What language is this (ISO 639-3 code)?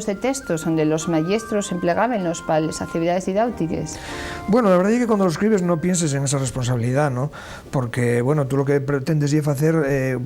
ast